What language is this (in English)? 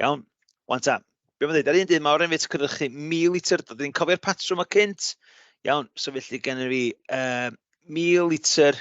Welsh